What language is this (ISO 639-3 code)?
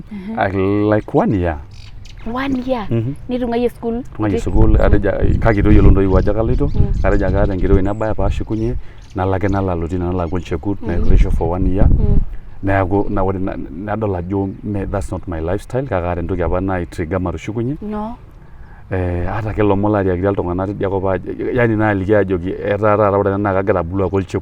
mas